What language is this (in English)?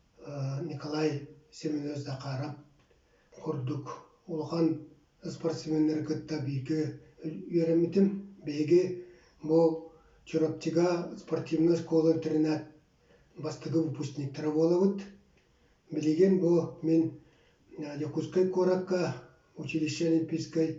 Yakut